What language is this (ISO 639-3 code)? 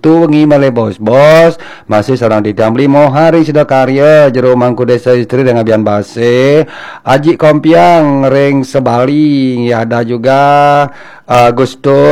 ban